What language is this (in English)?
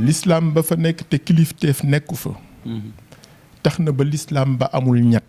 Wolof